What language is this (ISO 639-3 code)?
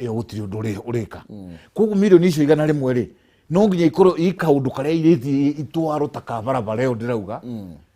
kik